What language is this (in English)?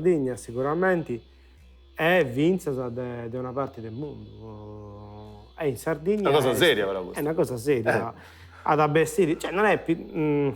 Sardinian